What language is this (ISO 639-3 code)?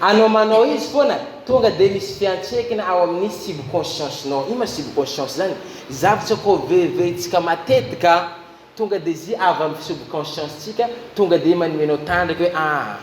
mlg